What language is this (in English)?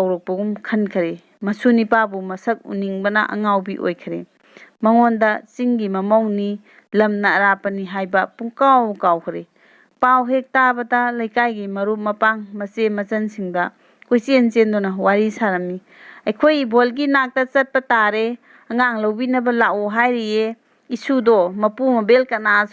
Manipuri